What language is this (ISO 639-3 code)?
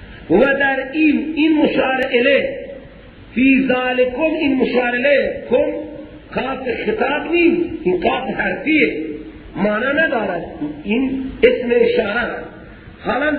fas